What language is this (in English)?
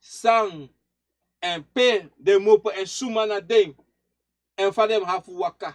Sranan Tongo